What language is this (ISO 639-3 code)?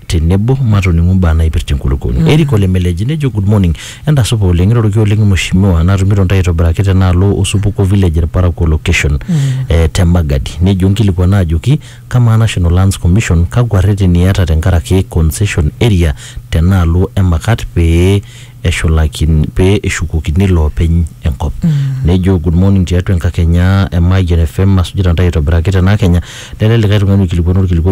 mas